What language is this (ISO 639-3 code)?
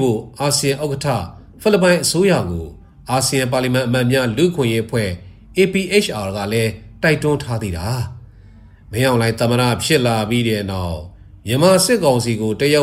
mya